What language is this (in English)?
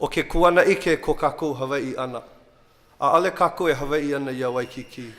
Hawaiian